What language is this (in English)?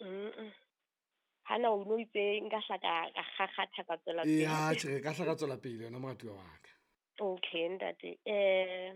Southern Sotho